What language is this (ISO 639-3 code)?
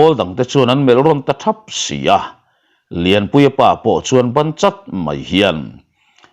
lus